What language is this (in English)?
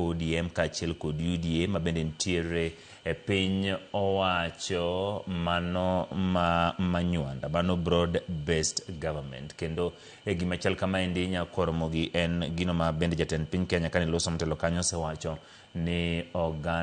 Luo (Kenya and Tanzania)